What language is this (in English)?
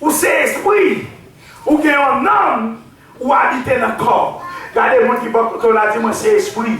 Haitian Creole